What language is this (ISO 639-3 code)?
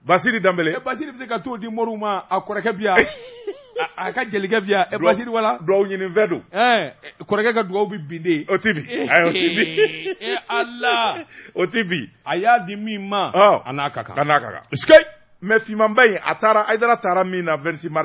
bam